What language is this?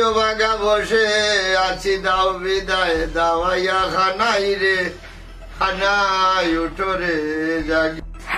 Sylheti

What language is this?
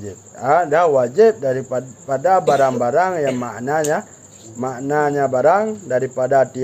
Achinese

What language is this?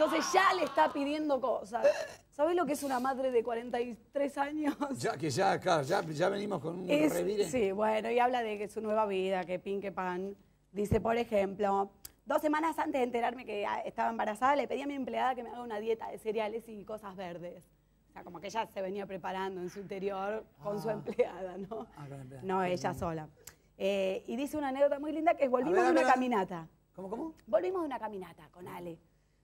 Spanish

